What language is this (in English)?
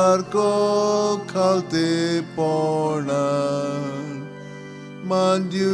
Konkani